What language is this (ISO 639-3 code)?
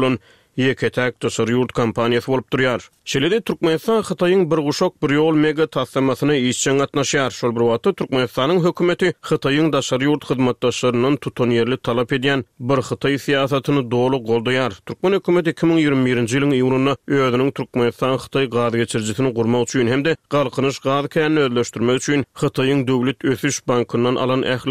tuk